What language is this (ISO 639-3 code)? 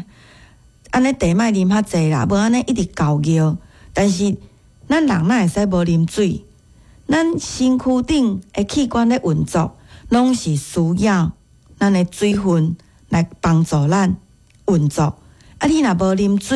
nan